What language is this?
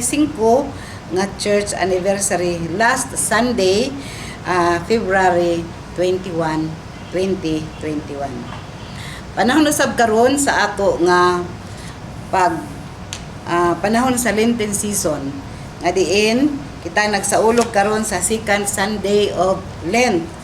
Cebuano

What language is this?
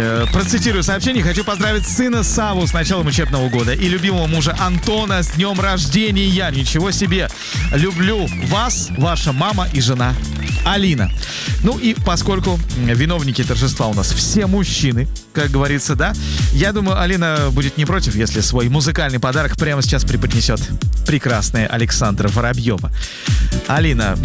Russian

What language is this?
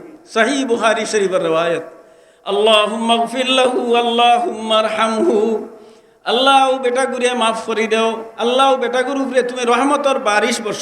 Sylheti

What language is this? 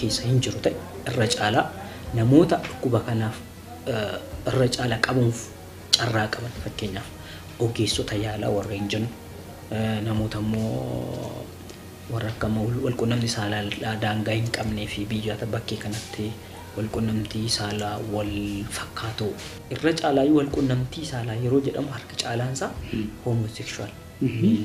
Oromo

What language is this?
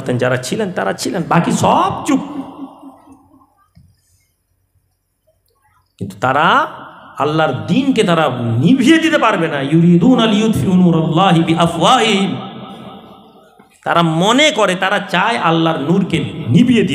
Bangla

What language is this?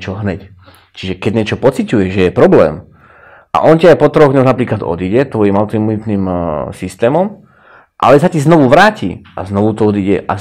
Slovak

